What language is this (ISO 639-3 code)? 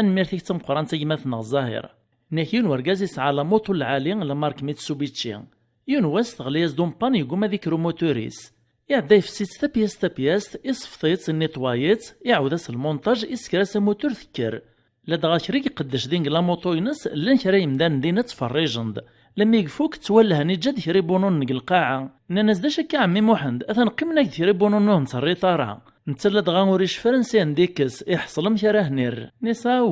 kab